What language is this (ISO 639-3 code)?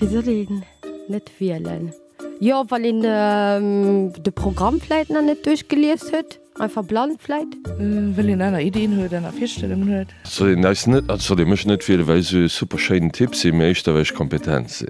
ltz